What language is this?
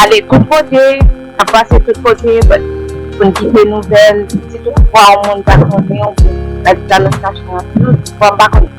Haitian Creole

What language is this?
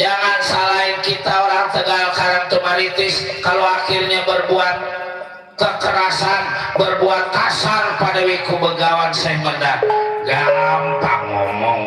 Betawi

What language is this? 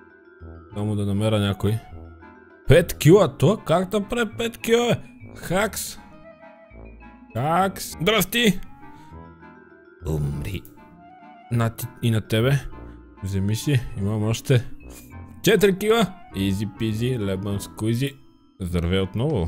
Bulgarian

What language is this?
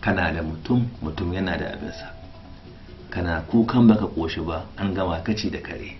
Hausa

